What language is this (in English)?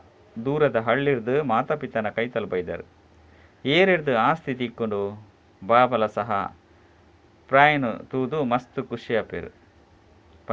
Tulu